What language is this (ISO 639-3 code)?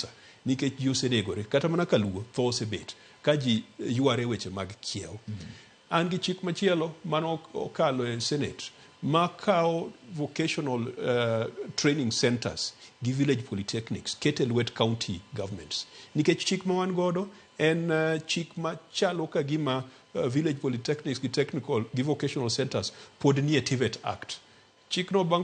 luo